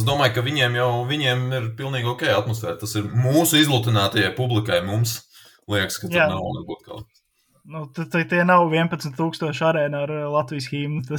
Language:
Latvian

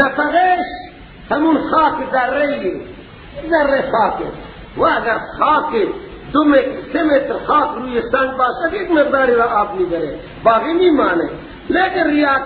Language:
Persian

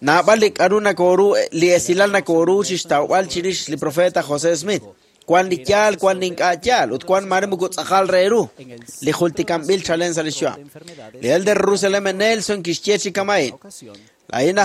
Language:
Kekchí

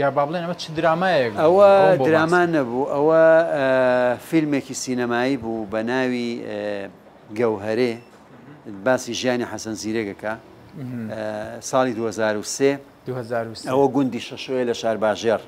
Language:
Central Kurdish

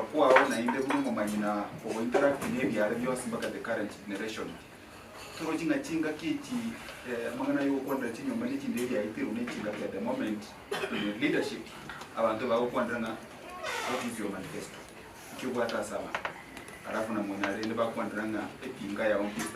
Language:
Gusii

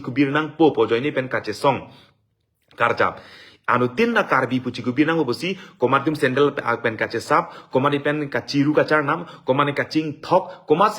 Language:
Karbi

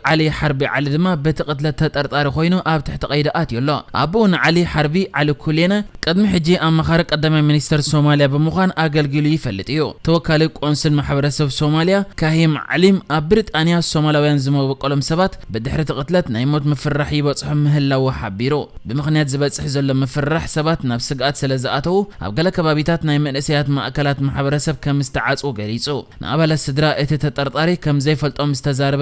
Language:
Tigrinya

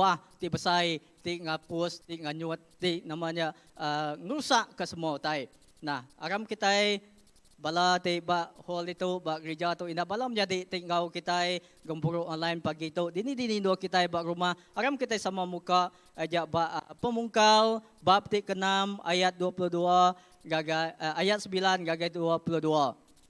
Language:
Iban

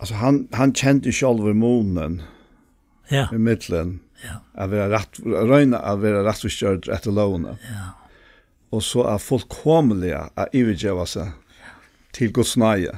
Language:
Faroese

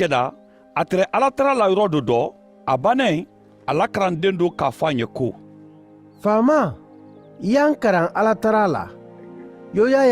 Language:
Mandingo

